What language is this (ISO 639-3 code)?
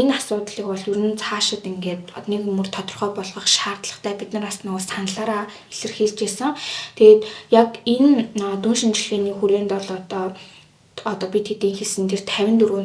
mon